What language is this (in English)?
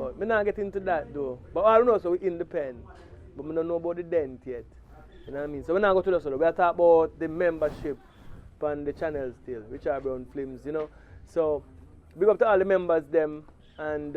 Jamaican Creole English